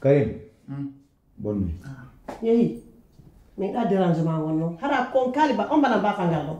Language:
Pular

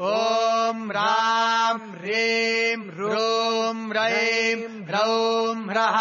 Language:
Sanskrit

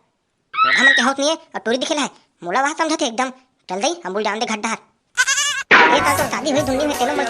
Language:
Chhattisgarhi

